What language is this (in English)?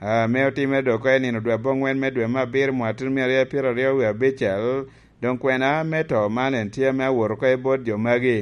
Lango (Uganda)